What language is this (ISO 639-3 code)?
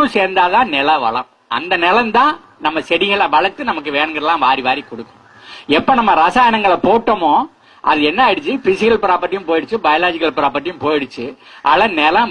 tam